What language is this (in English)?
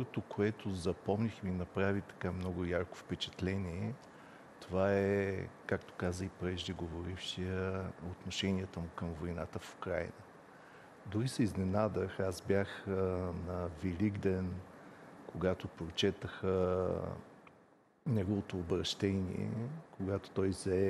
Bulgarian